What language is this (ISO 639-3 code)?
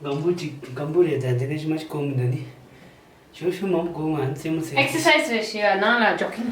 bod